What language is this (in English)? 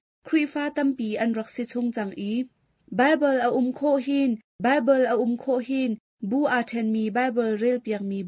Hakha Chin